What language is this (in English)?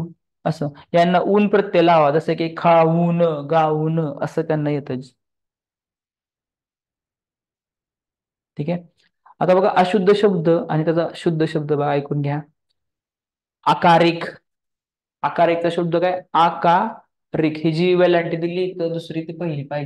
Marathi